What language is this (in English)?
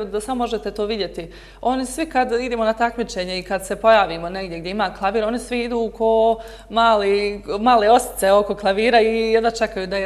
Bosnian